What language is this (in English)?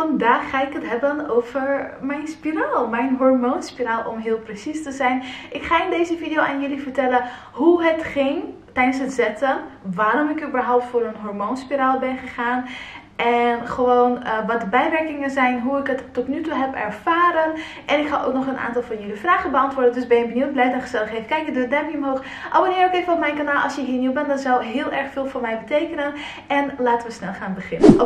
Dutch